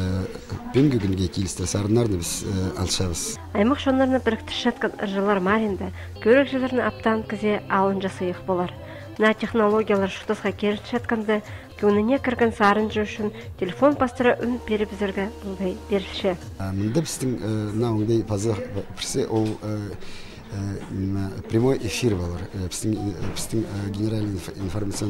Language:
Khakas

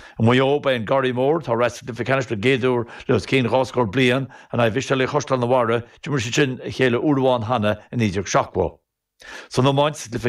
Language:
Irish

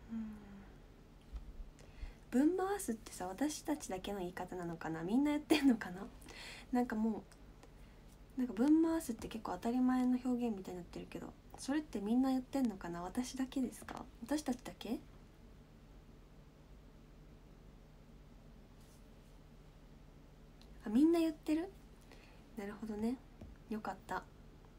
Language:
Japanese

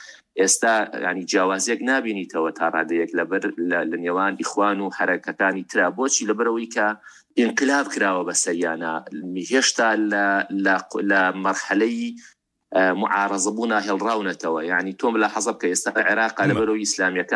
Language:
Central Kurdish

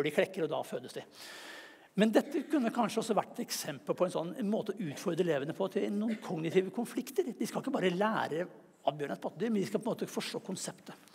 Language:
Norwegian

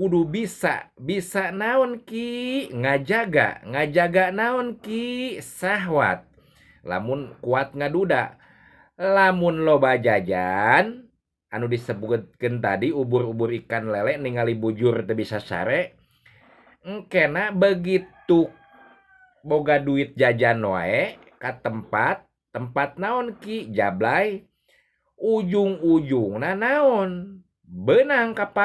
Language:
Sundanese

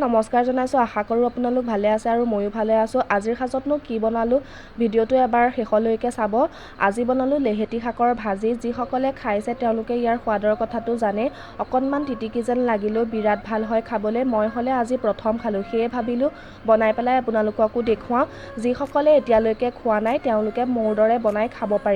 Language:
Assamese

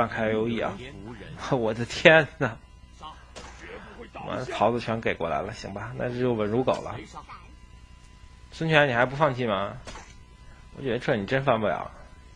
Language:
Chinese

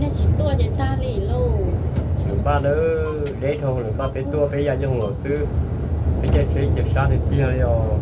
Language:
Hmong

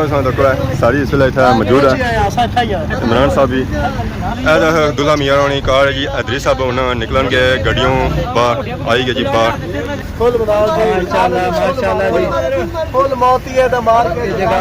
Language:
Pahari-Potwari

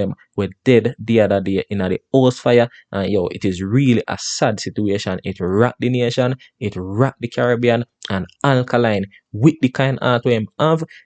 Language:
Jamaican Creole English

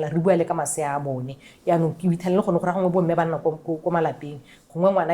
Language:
Tswana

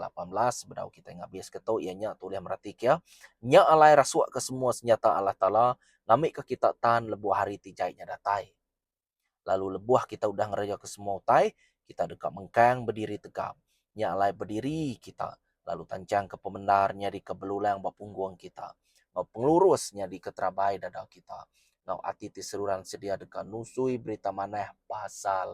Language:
Iban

